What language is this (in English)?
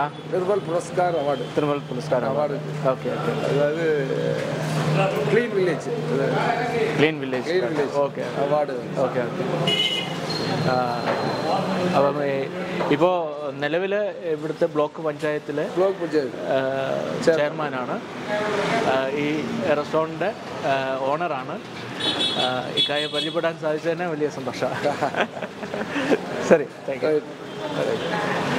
Malayalam